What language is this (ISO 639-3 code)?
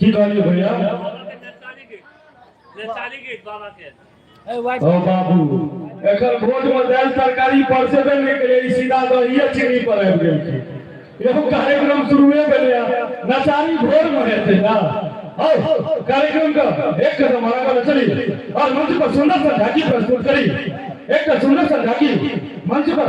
mai